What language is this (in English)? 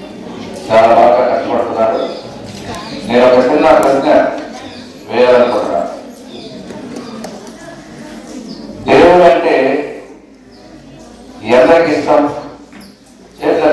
Telugu